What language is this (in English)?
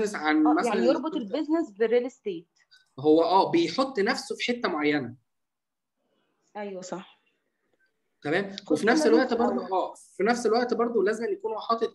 Egyptian Arabic